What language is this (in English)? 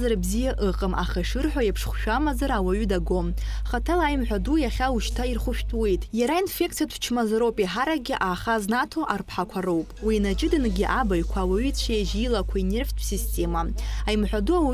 Abkhazian